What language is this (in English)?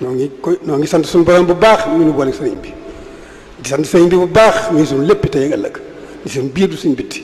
Wolof